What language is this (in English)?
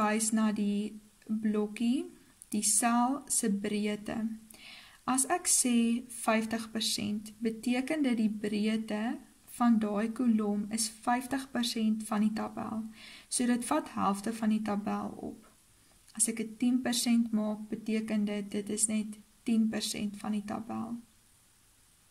Afrikaans